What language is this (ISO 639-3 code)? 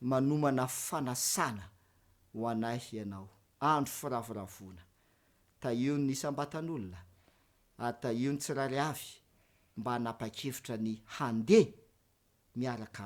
mlg